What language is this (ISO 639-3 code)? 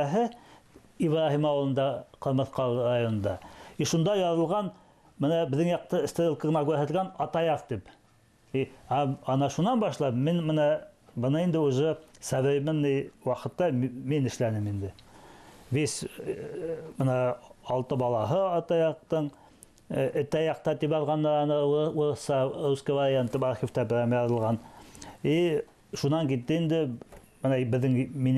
bak